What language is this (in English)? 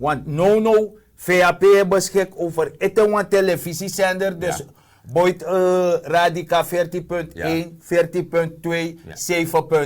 Sranan Tongo